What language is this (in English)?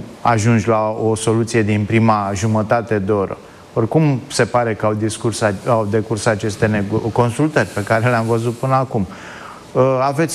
Romanian